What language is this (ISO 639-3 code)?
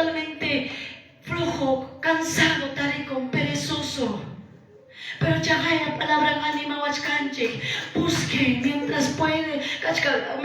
que